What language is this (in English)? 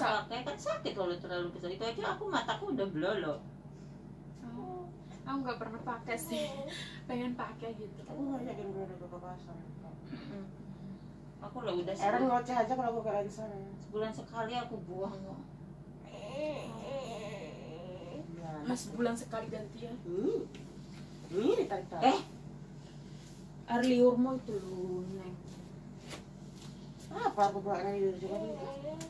Indonesian